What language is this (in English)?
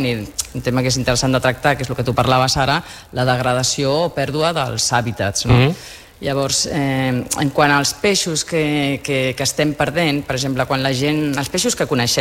Catalan